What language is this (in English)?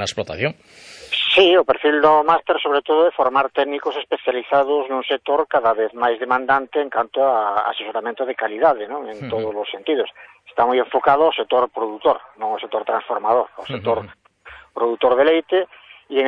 Galician